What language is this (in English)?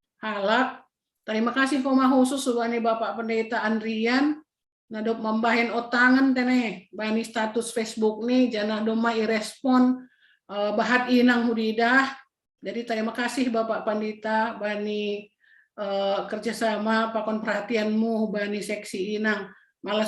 Batak Simalungun